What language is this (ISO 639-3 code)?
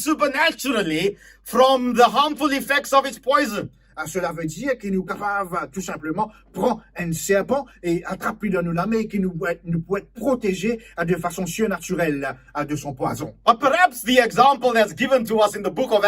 mfe